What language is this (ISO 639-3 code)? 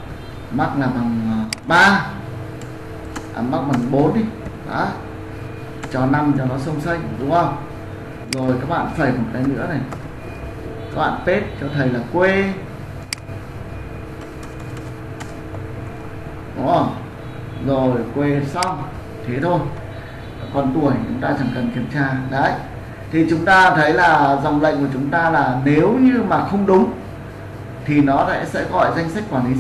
vie